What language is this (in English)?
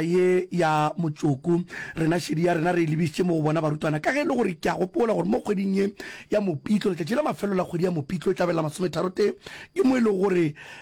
Northern Sotho